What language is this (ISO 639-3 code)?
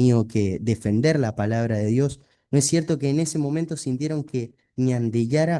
grn